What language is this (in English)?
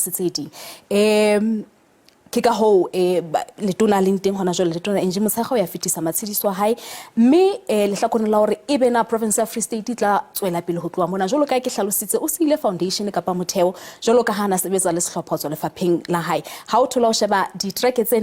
Southern Sotho